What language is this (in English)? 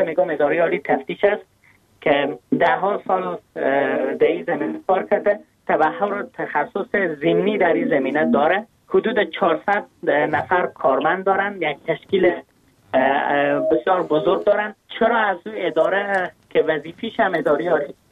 Persian